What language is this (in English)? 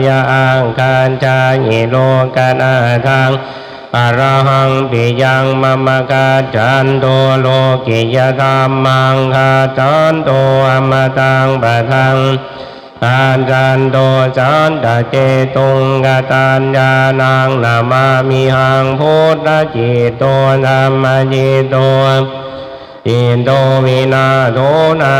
Pali